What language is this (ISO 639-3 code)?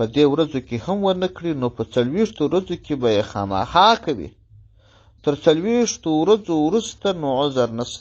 pus